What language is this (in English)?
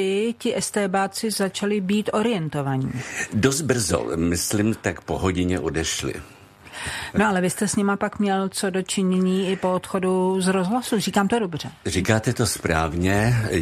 Czech